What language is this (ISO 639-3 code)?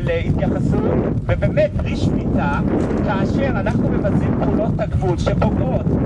heb